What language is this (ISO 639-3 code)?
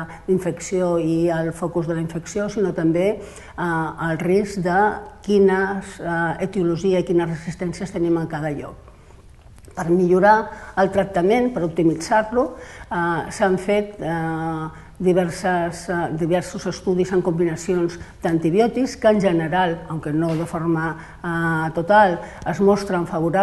cat